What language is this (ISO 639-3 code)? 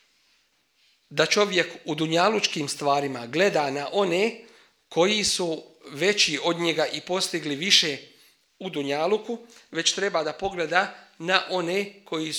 bos